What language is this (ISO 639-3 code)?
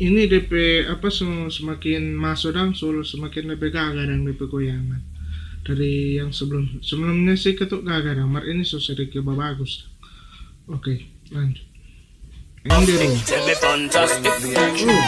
xmm